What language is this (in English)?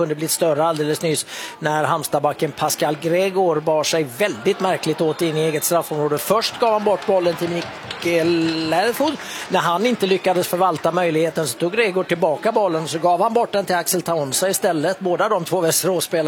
Swedish